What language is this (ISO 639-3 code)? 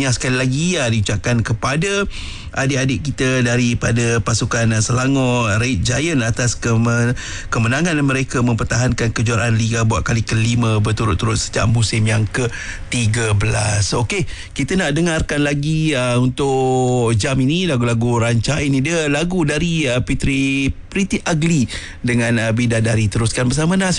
msa